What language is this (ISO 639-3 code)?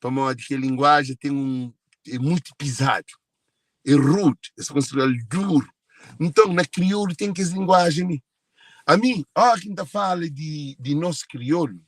kea